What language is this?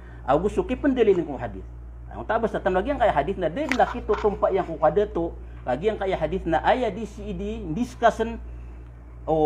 Maranao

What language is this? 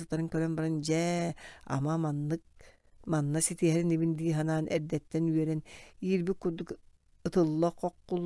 Yakut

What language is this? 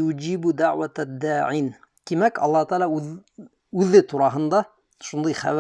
Bashkir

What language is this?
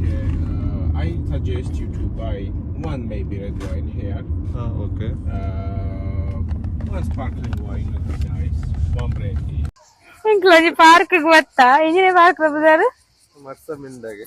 Tulu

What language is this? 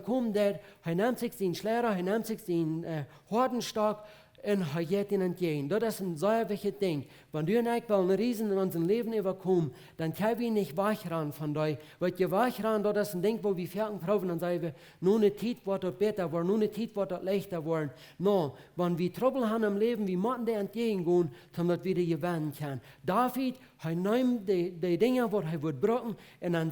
Plautdietsch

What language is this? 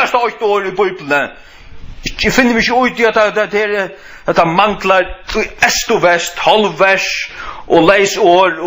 Faroese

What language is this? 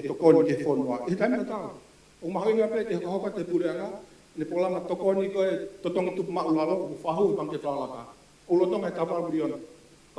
Tongan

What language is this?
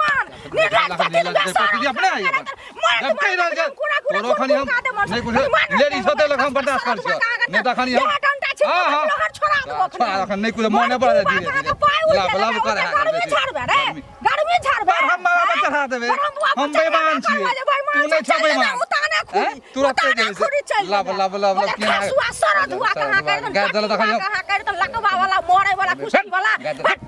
Maithili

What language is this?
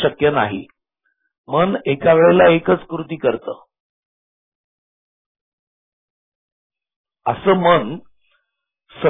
Marathi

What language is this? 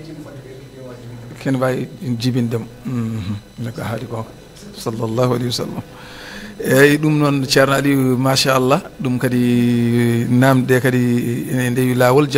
Fula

